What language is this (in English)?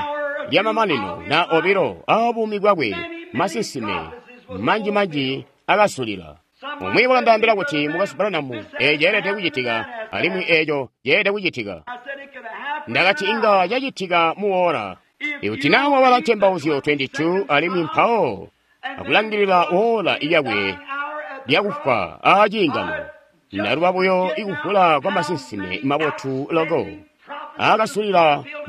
Tonga (Zambia)